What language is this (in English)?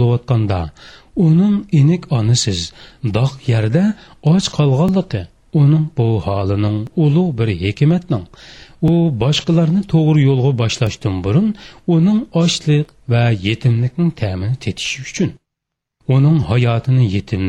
Uyghur